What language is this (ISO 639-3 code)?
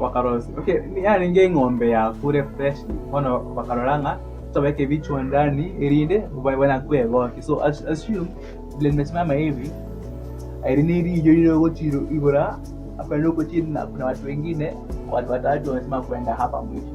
guz